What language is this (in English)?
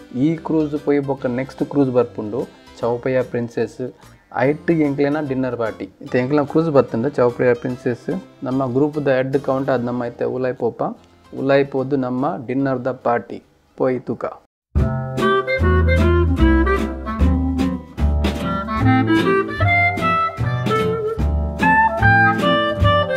Tulu